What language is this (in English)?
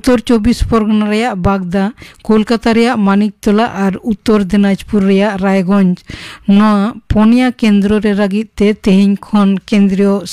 Santali